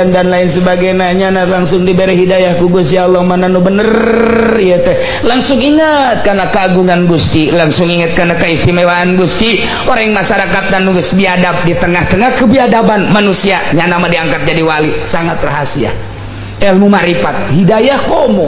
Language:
Sundanese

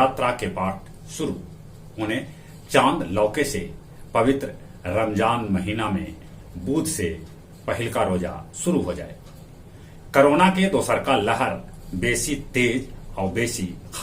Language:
Magahi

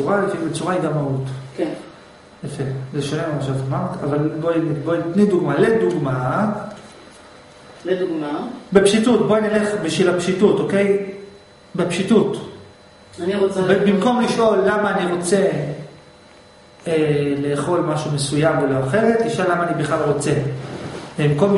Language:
Hebrew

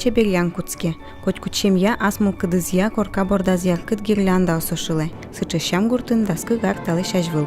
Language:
Udmurt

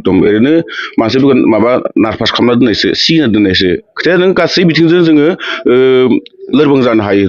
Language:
Bodo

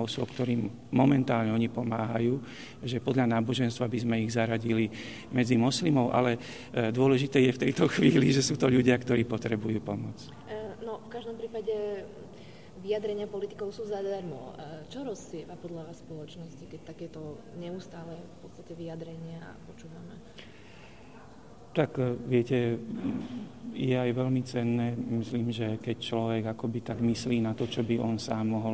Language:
Slovak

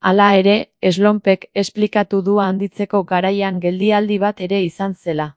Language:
Basque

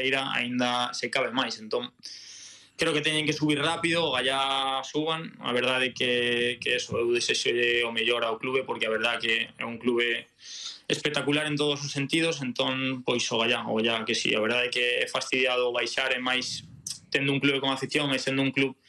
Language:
Galician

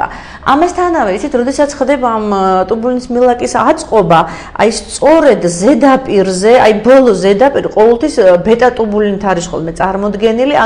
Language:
Georgian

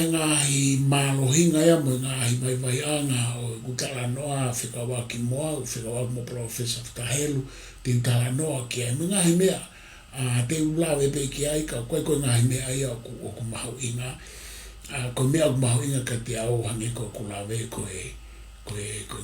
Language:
Tongan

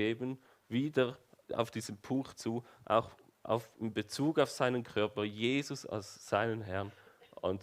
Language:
Swiss German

